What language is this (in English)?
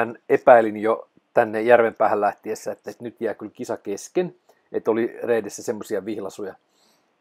Finnish